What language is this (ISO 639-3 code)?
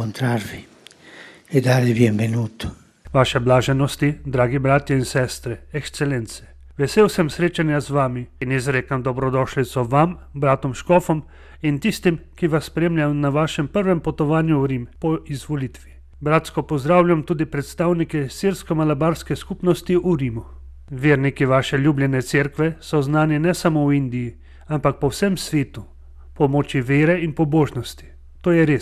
slv